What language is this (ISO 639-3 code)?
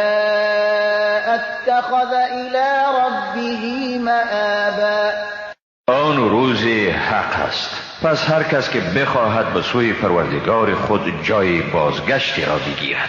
fas